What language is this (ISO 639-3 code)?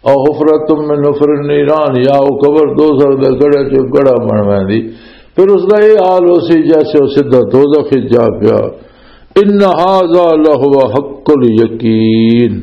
lah